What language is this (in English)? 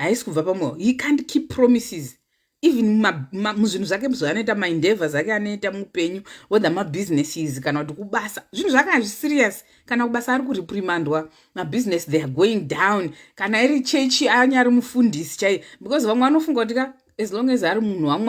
Shona